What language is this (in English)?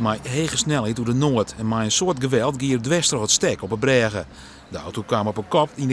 Western Frisian